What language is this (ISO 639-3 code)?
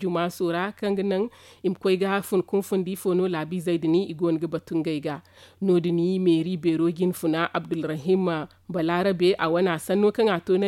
dje